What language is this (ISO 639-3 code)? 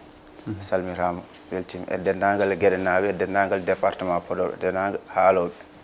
ful